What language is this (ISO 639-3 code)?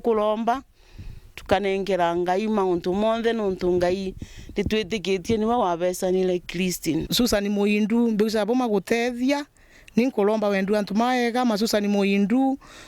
mer